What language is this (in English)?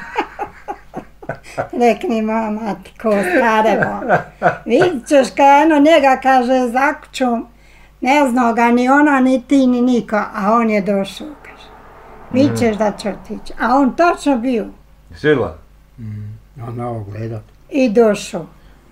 Bosnian